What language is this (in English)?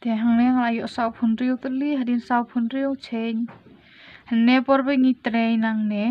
Khasi